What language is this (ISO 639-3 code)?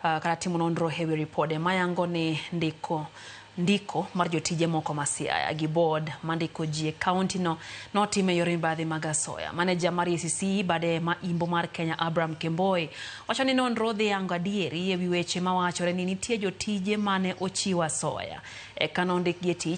luo